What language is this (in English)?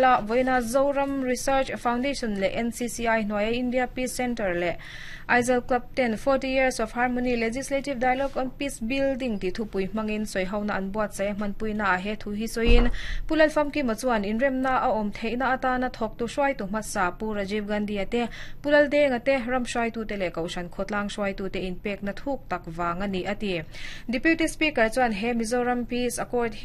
Mizo